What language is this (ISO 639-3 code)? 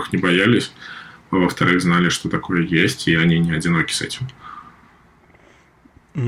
rus